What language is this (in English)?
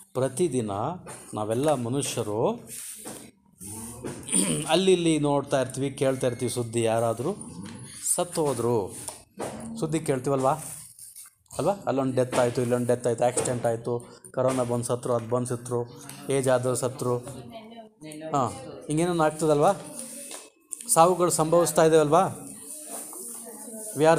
Kannada